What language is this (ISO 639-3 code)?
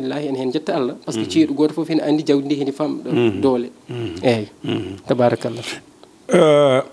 ful